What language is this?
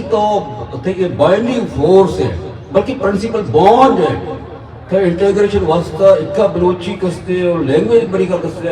Eastern Balochi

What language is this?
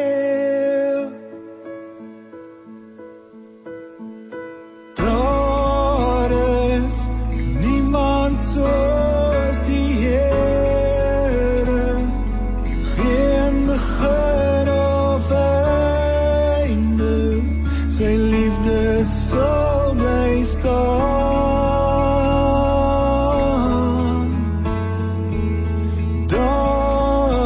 Afrikaans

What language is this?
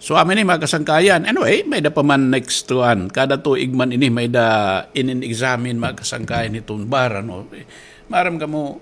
Waray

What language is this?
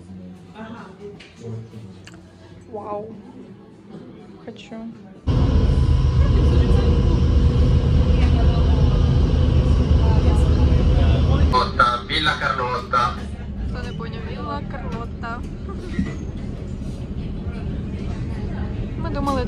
Ukrainian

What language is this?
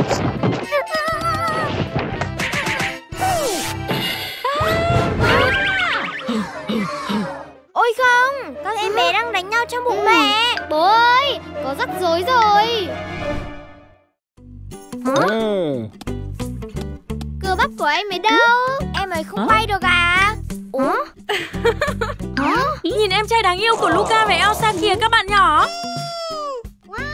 Vietnamese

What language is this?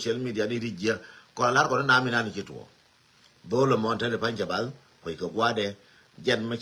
Nuer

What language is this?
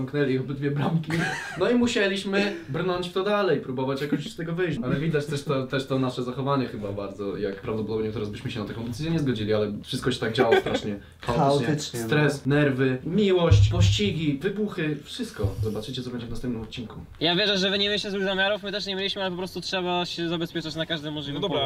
Polish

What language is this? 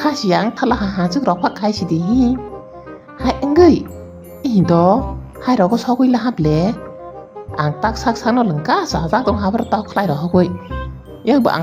Kok Borok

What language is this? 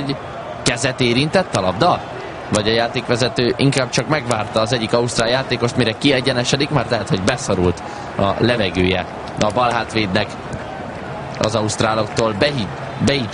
Hungarian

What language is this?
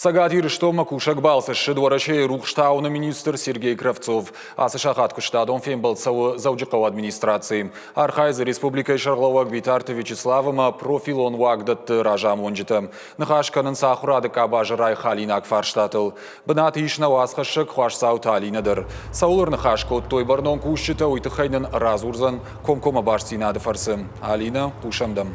Ossetic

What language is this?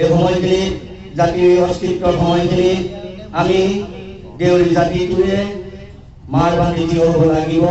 Assamese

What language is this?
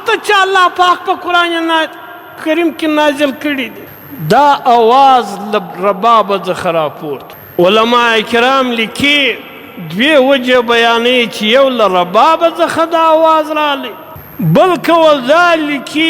Pashto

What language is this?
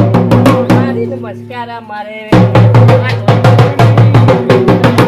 Gujarati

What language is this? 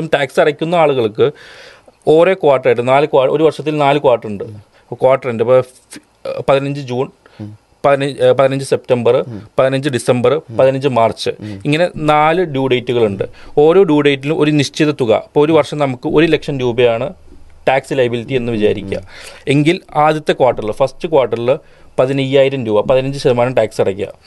Malayalam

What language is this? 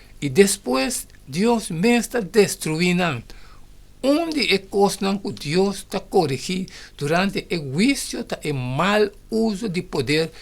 Papiamento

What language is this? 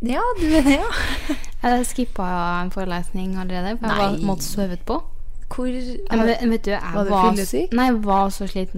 Norwegian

